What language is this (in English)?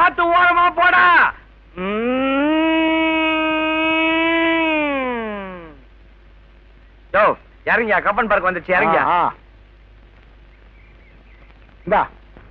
Tamil